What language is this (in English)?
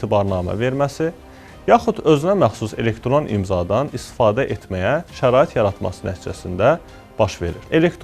Azerbaijani